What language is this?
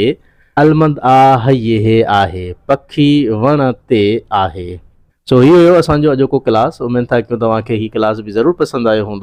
Sindhi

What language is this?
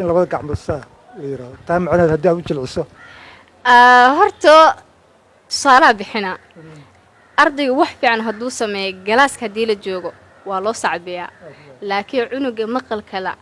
Somali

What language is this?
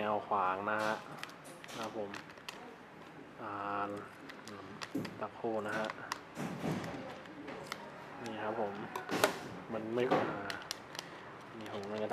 Thai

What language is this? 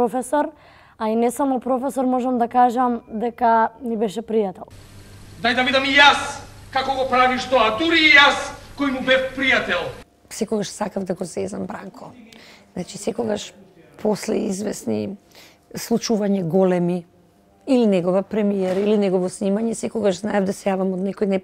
Macedonian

